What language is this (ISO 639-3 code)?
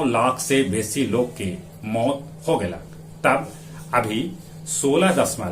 mag